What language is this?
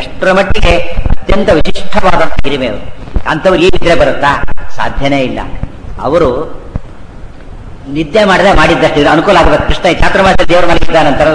Kannada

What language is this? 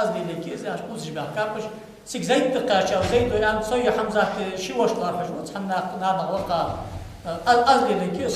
Ingush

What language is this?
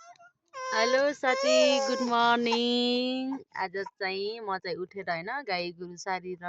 Nepali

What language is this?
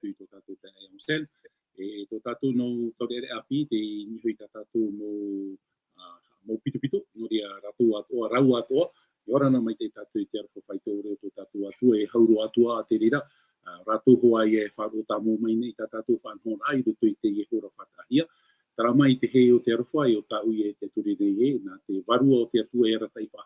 Tahitian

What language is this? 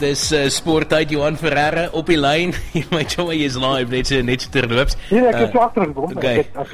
Afrikaans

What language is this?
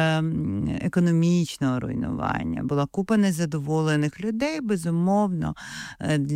Ukrainian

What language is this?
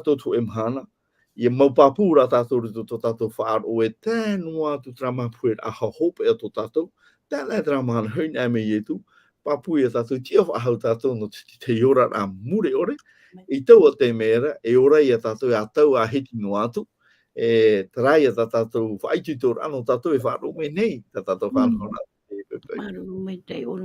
Tahitian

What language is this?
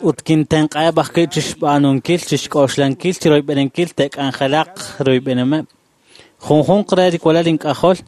Kekchí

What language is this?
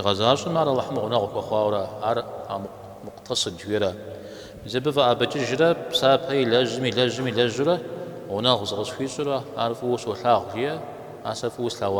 Kabardian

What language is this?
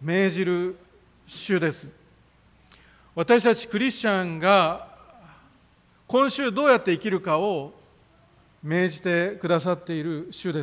Japanese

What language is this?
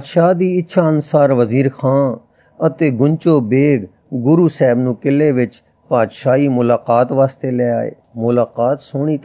Punjabi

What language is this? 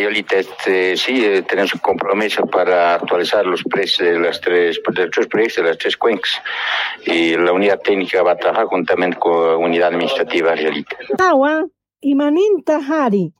South Bolivian Quechua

